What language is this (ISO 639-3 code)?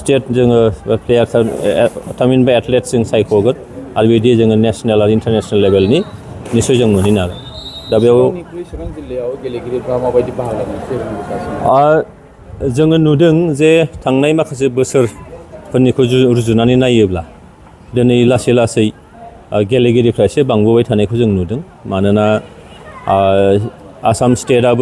brx